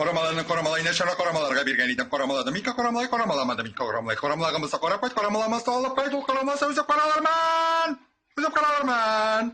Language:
Tatar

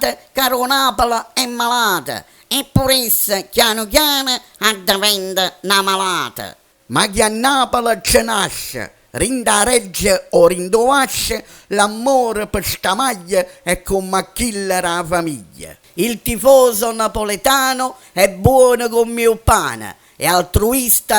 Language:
Neapolitan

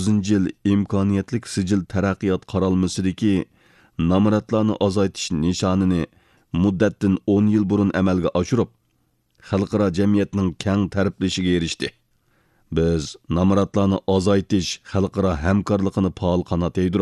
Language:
Uyghur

